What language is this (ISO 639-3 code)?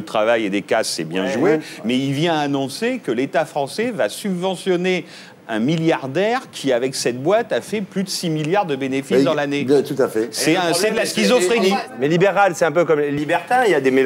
fra